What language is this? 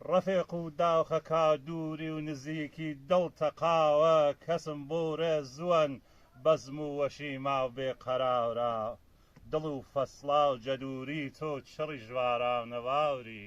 Gurani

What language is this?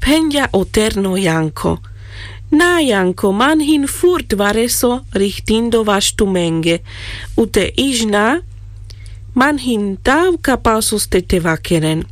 Carpathian Romani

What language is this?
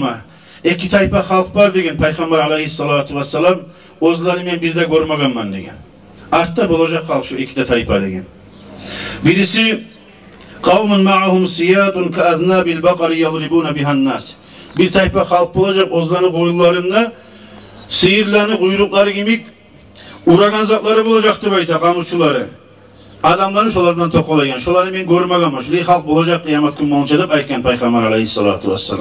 Kumyk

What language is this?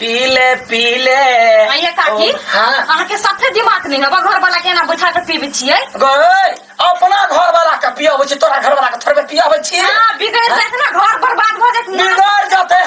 Maithili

